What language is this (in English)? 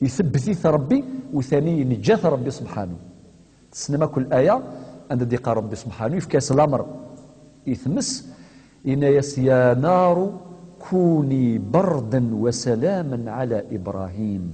Kabyle